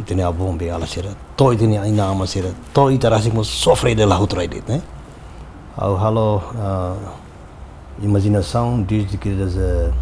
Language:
Tetum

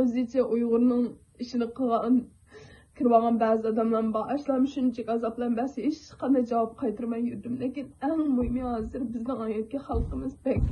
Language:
Uyghur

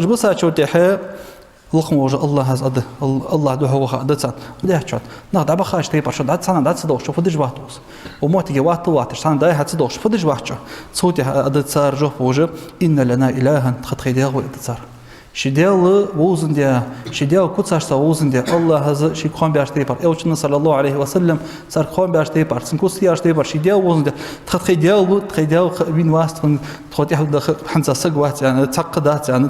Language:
Ingush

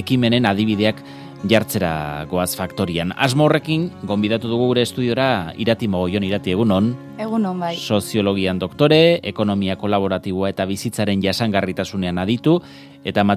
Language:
Basque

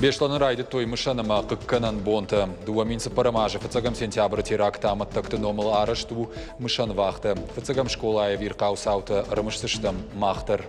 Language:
Ossetic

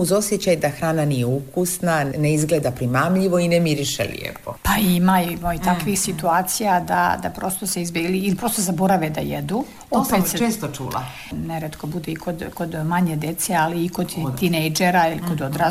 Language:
Serbian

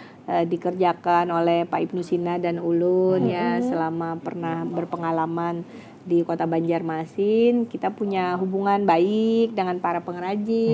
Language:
Banjar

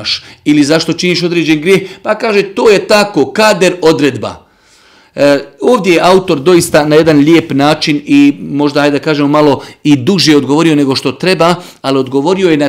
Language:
Bosnian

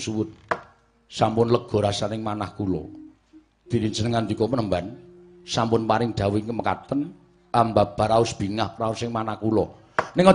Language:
Javanese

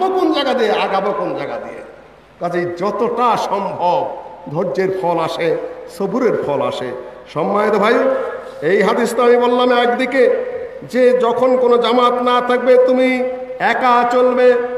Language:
Bangla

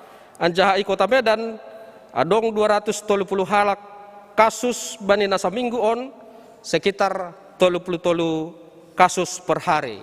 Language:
Batak Simalungun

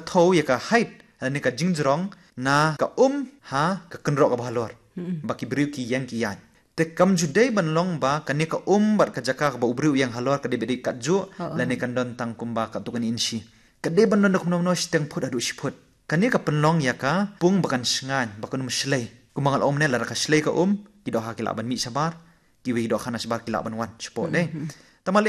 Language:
Khasi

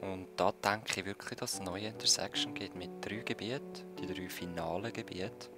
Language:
Swiss German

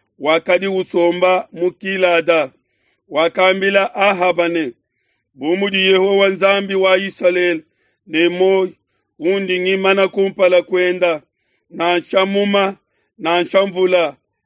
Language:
Luba-Lulua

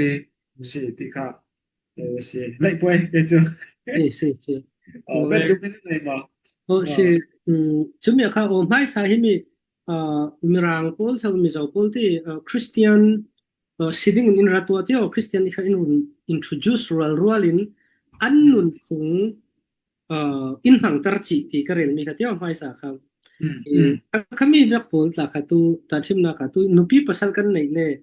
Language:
Falam Chin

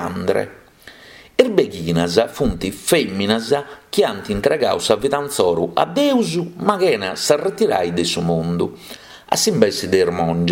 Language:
Sardinian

